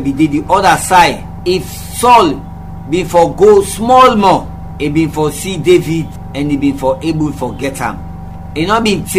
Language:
Krio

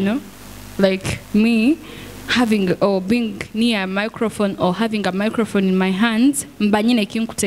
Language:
Nyoro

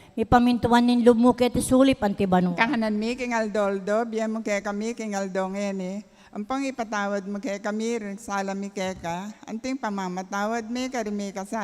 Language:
Pampanga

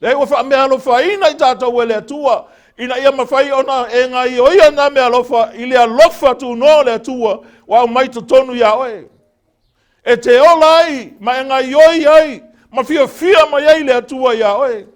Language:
Samoan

